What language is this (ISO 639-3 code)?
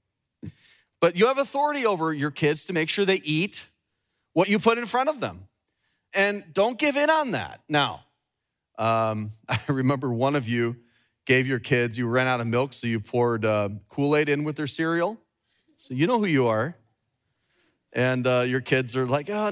eng